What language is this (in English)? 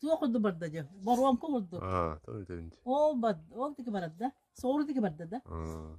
Yakut